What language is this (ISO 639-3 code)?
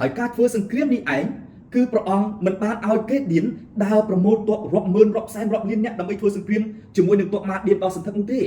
khm